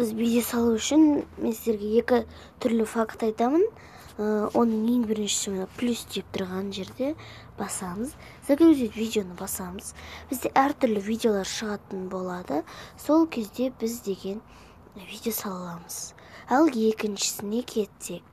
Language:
Kazakh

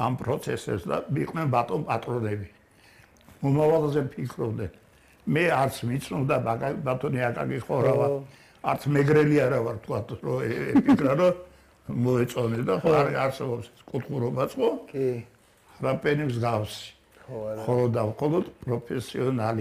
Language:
Georgian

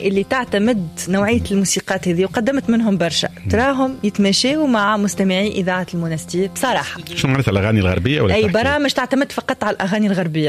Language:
Tunisian Arabic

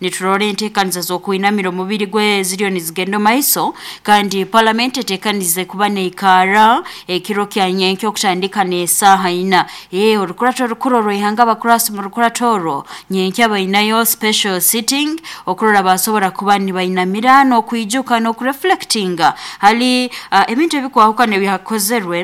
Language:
Nyoro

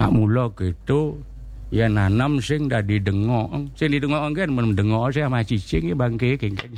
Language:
Balinese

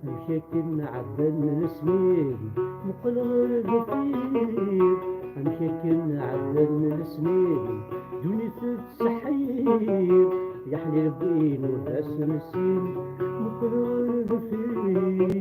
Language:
Kabyle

